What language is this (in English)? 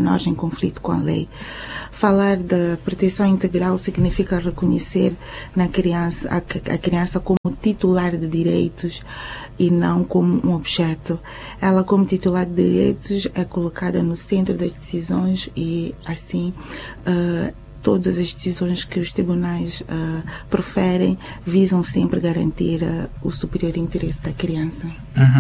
Portuguese